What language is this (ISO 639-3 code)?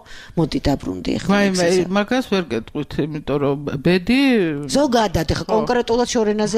kat